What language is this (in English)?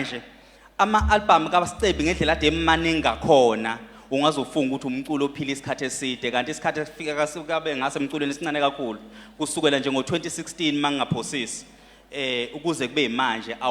Zulu